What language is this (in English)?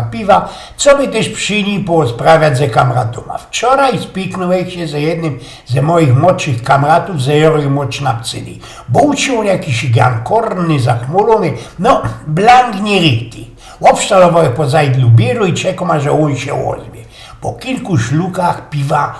Silesian